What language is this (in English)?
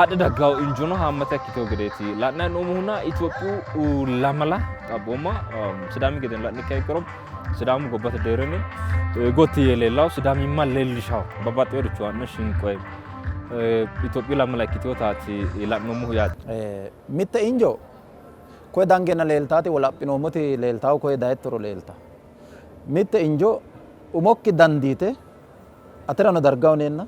Sidamo